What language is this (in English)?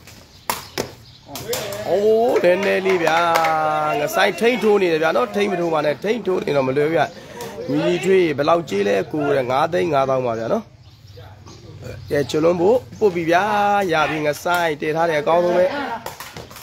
Burmese